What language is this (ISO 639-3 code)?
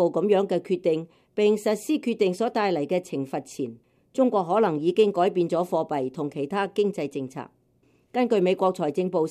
yue